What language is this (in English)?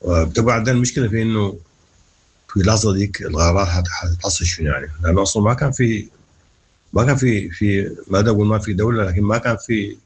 Sudanese Arabic